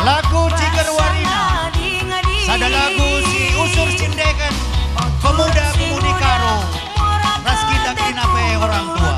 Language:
Batak Karo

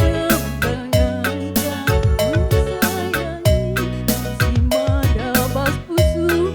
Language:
Batak Karo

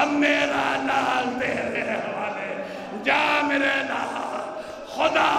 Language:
Urdu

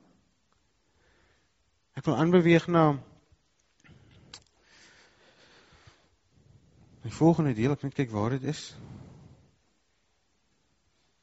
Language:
Afrikaans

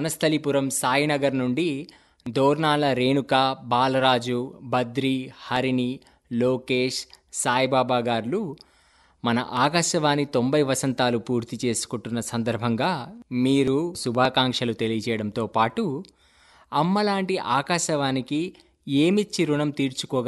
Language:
Telugu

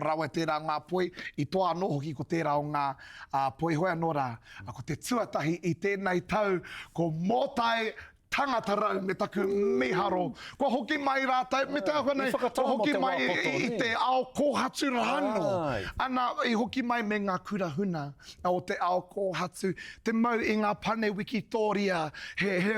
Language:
Māori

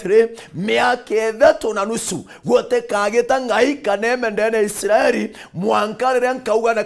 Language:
Meru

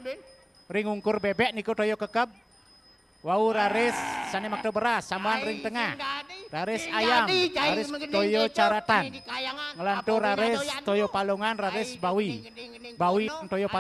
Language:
Balinese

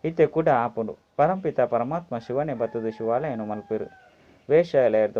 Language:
Tulu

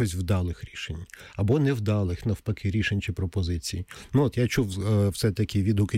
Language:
Ukrainian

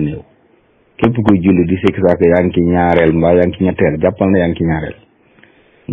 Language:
Wolof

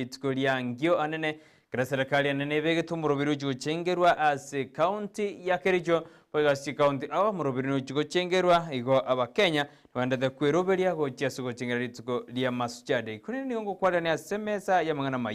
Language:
Gusii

